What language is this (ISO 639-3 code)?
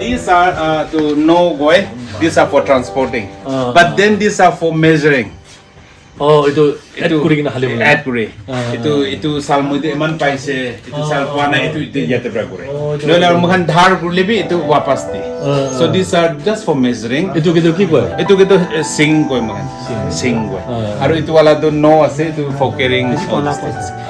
nag